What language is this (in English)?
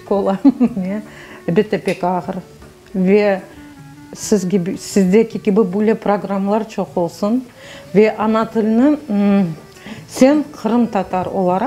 Crimean Tatar